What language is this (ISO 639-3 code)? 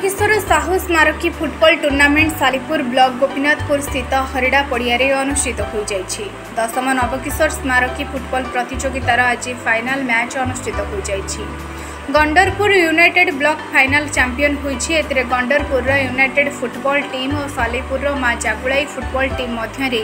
ori